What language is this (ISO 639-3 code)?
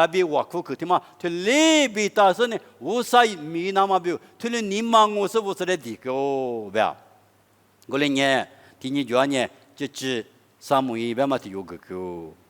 lis